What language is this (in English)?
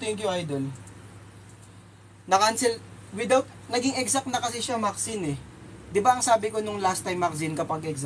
Filipino